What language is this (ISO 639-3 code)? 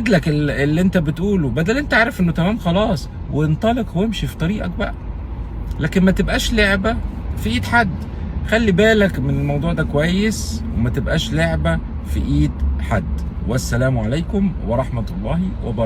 arz